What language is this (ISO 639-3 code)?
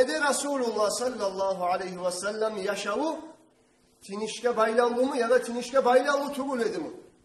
kum